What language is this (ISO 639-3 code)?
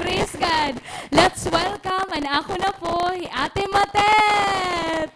war